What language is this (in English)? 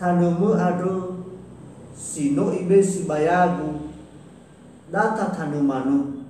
Nias